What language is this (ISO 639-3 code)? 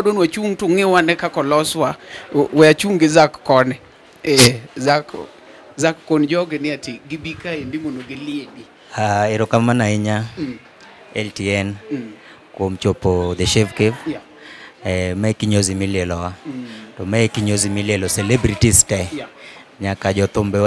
luo